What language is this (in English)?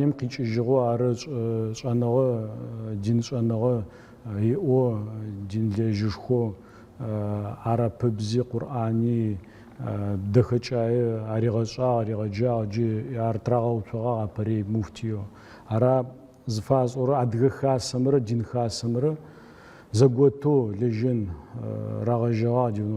Adyghe